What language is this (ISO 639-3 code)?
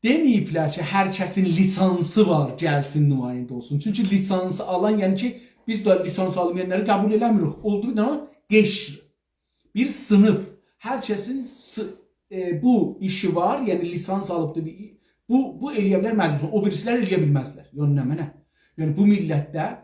azb